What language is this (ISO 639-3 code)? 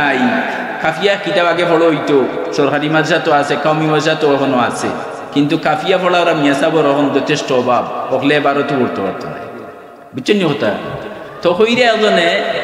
syl